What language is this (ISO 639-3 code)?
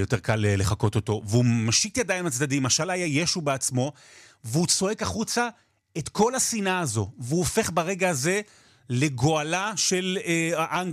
heb